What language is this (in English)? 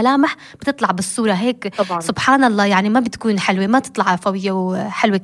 North Levantine Arabic